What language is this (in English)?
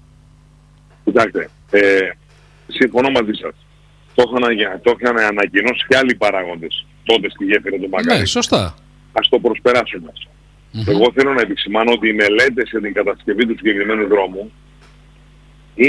Greek